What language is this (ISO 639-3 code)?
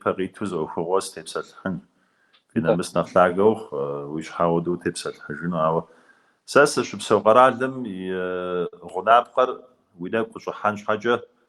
kbd